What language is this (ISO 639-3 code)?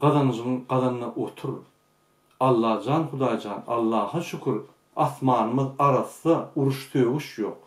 tuk